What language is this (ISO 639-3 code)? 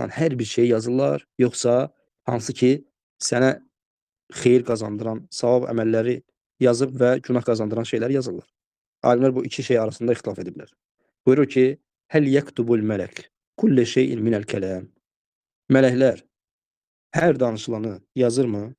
aze